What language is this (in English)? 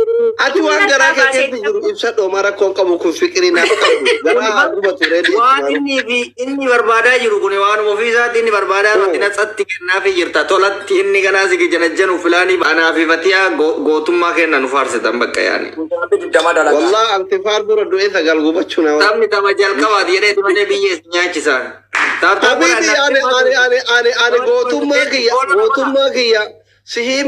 Oromo